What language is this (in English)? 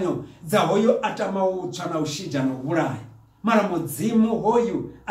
Venda